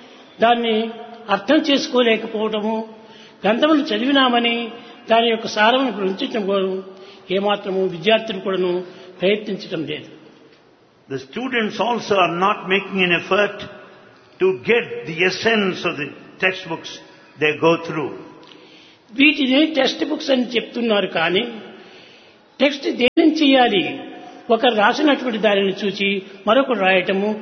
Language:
Telugu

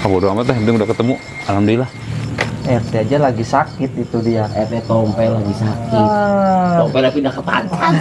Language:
Betawi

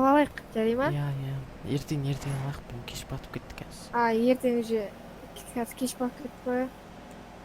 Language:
Kazakh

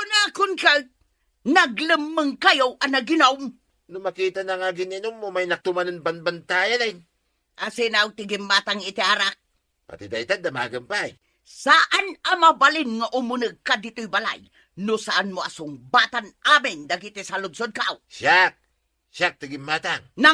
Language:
Iloko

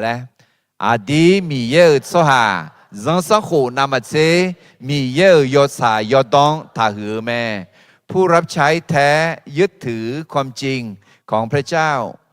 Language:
Akha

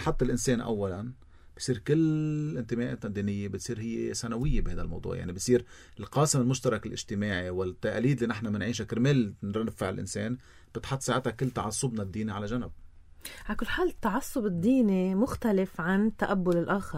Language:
North Levantine Arabic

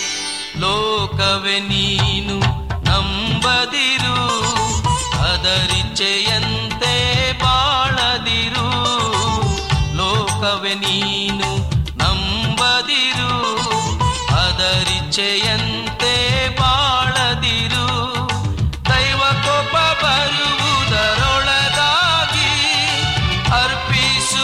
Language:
Kannada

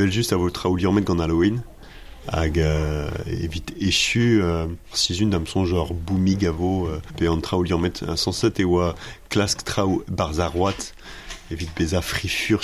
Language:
Breton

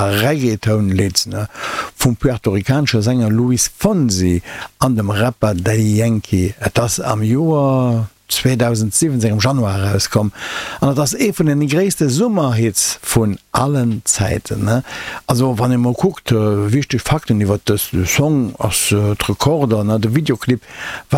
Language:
Luxembourgish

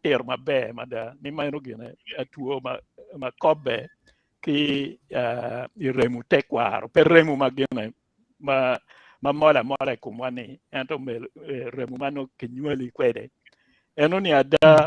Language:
Acoli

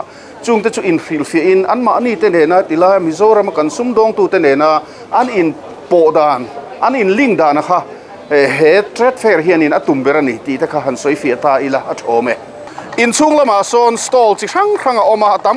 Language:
Mizo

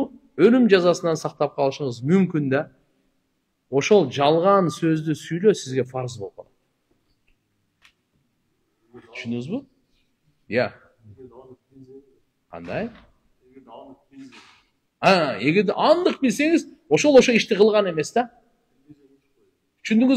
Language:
Kyrgyz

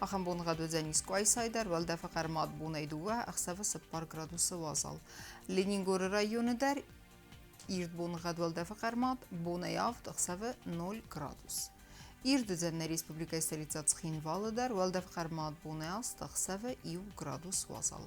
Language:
Ossetic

